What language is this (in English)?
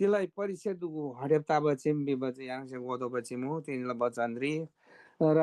Eastern Tamang